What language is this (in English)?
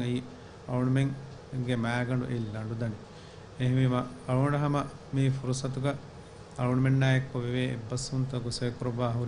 Divehi